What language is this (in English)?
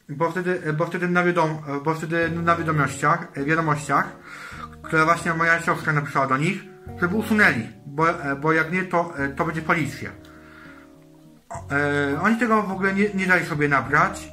Polish